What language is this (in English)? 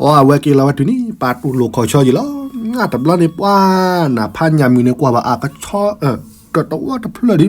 S'gaw Karen